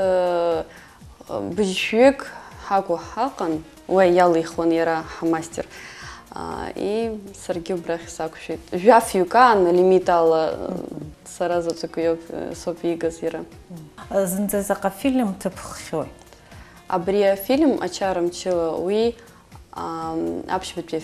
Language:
Abkhazian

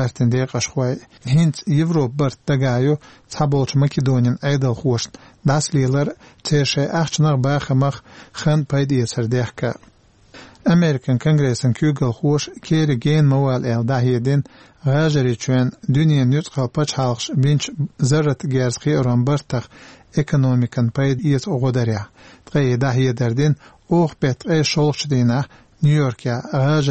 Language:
Chechen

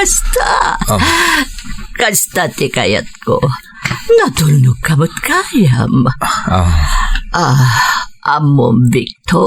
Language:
Iloko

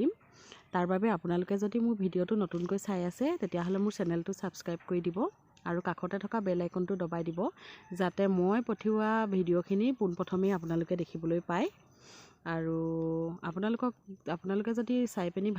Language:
Assamese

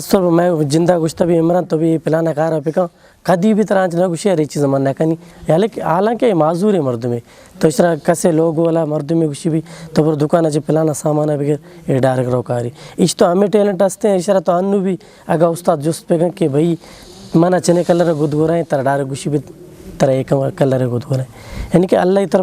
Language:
Eastern Balochi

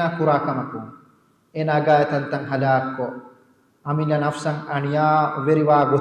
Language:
Divehi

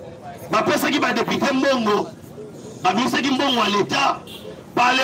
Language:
Lingala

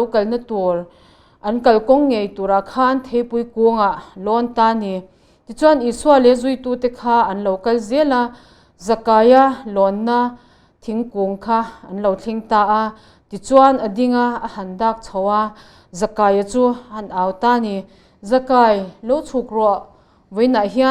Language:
Mizo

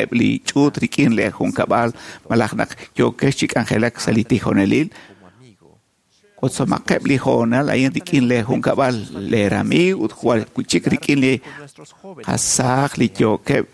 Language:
Kekchí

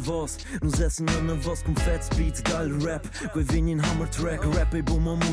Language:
Romansh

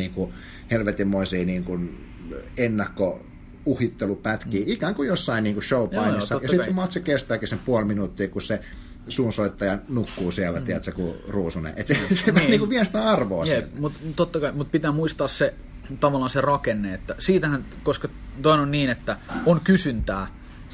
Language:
Finnish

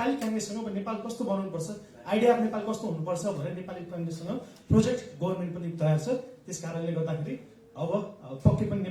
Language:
Nepali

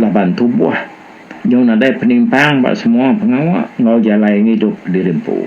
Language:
Iban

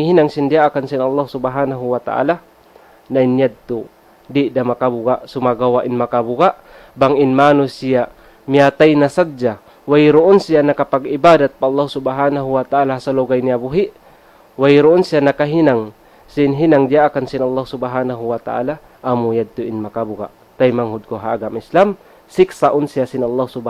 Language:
Tausug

